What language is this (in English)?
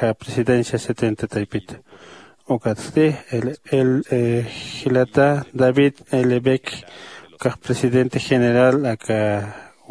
Aymara